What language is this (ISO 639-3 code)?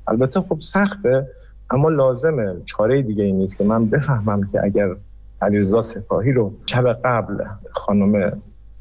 fas